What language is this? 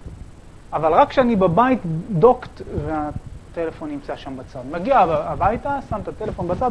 Hebrew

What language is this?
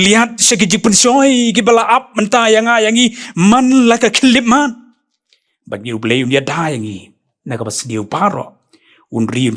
Khasi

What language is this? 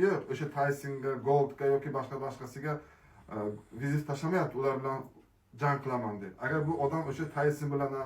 Uzbek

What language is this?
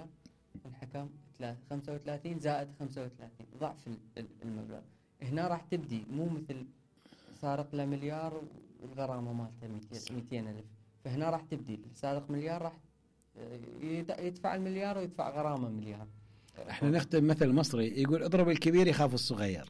Mesopotamian Arabic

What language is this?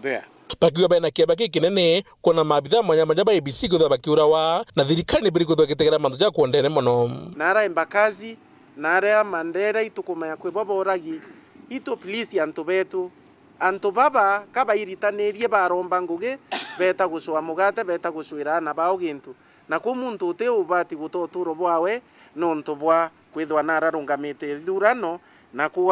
Meru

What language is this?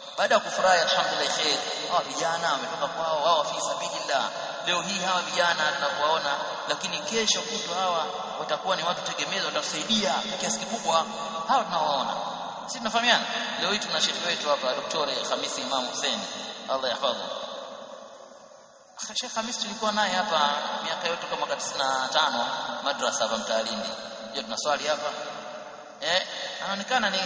Swahili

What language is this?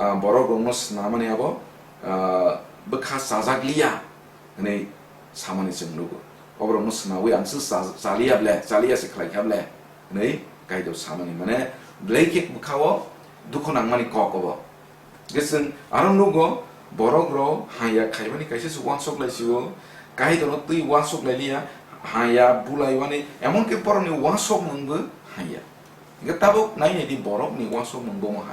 Kok Borok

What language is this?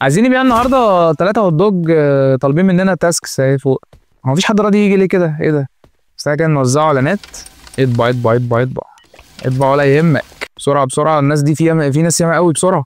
Egyptian Arabic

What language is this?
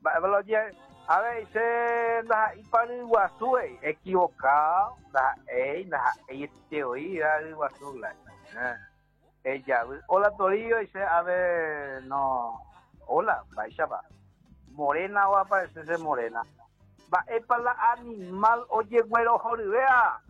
Guarani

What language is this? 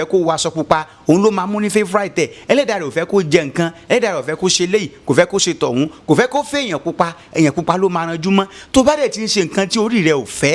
Yoruba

